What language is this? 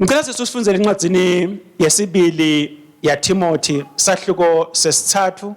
Swati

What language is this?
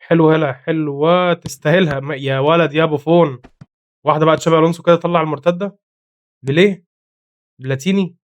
Egyptian Arabic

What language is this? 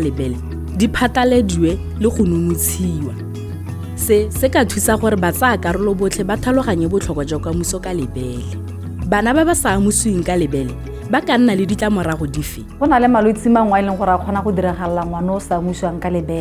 Tswana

